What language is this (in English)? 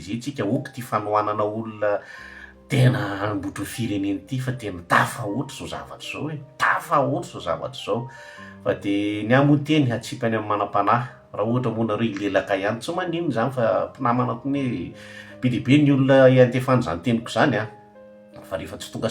Malagasy